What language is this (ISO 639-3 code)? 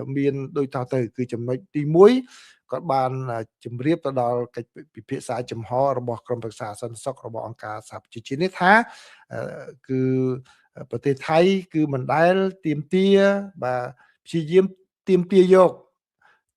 khm